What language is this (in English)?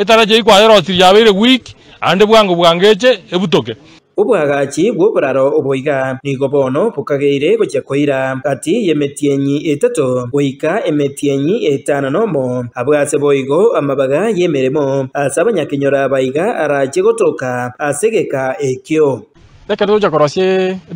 Gusii